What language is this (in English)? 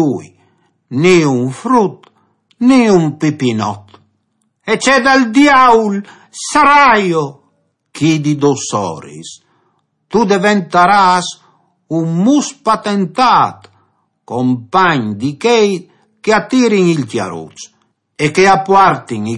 Friulian